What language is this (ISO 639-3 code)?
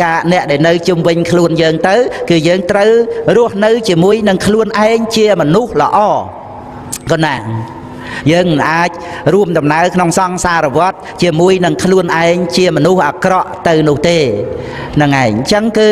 khm